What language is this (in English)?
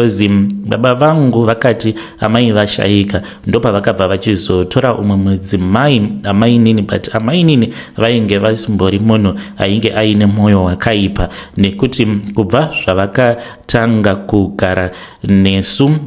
Shona